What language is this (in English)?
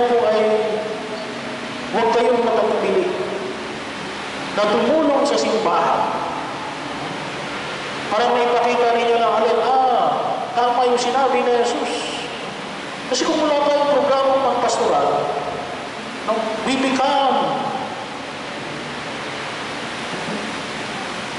Filipino